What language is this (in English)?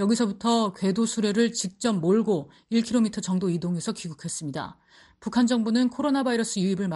Korean